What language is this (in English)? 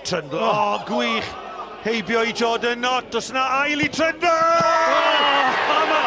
Welsh